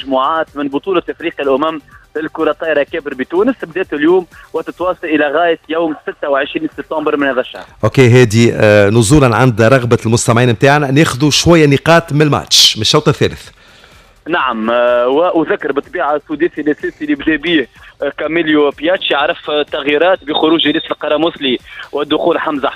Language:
Tunisian Arabic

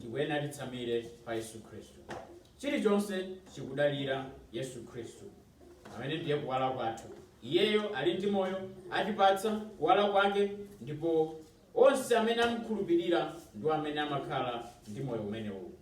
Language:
Nyanja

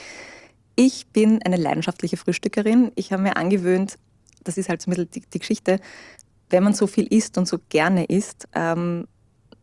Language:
German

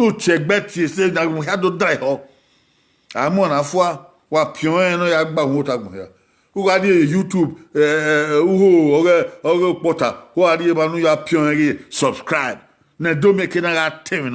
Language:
Bini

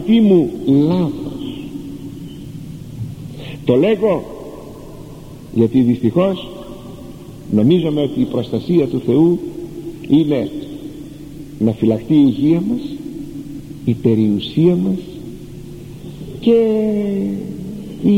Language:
Greek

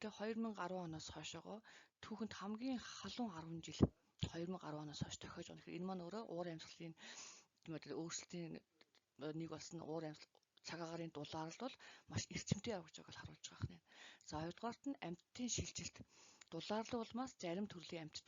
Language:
Mongolian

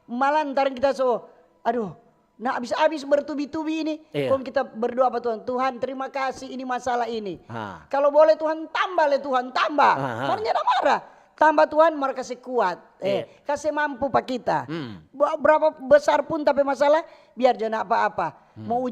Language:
Manado Malay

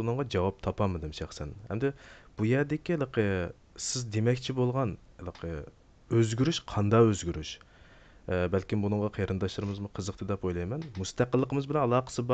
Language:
Uyghur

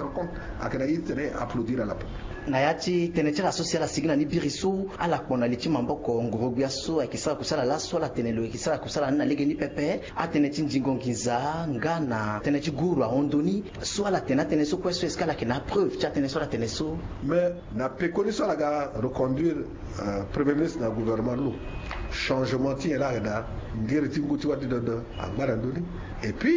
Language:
Sango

